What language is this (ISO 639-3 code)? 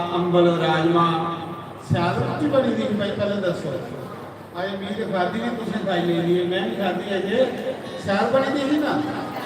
doi